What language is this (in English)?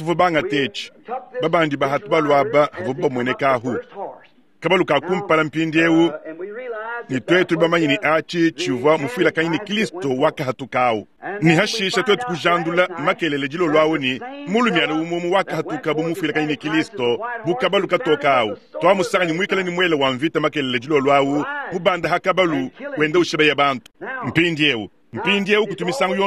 Luba-Lulua